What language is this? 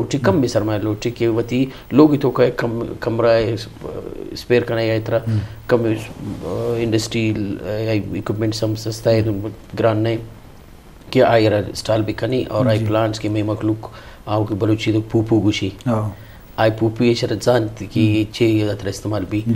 Eastern Balochi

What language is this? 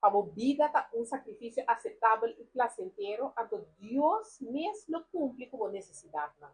Papiamento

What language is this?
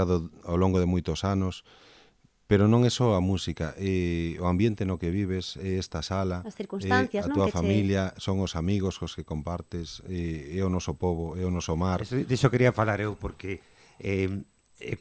Galician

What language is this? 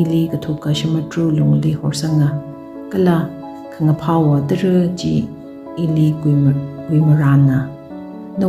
Tangkhul Naga (India)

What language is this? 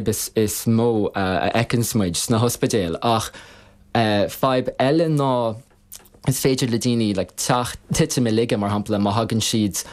Irish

